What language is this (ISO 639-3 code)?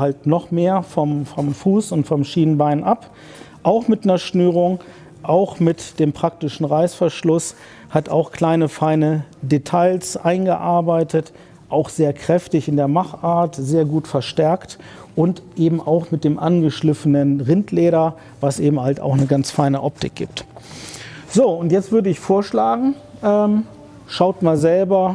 deu